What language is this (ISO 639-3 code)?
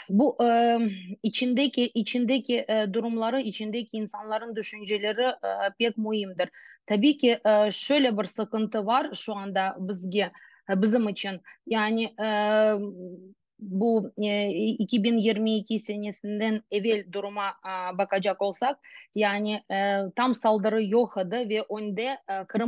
crh